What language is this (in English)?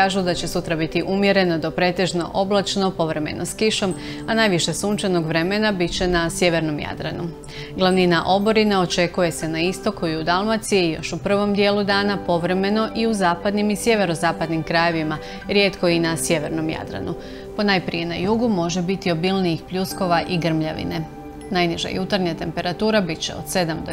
Croatian